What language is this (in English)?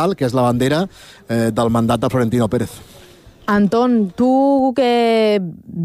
Catalan